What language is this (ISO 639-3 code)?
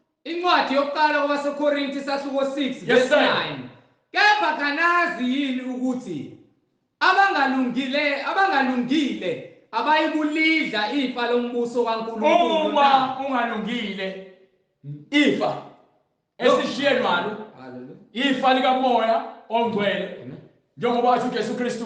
zul